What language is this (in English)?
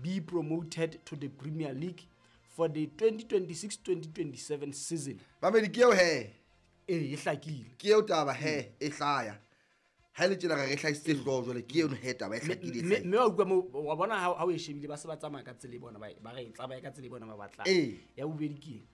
Southern Sotho